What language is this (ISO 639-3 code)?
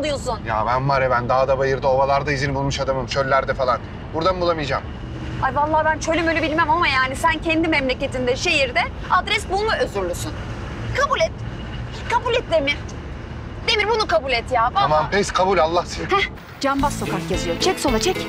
tur